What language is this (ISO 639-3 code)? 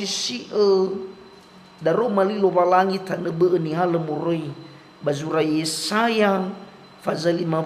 nia